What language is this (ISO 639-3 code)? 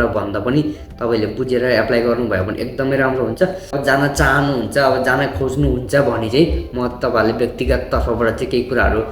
nep